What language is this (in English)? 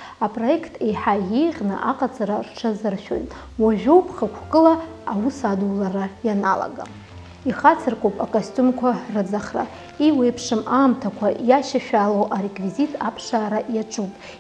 Abkhazian